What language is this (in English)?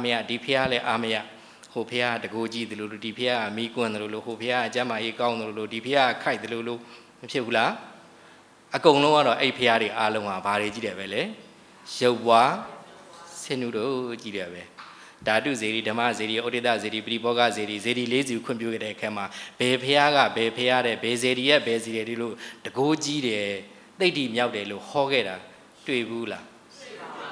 Burmese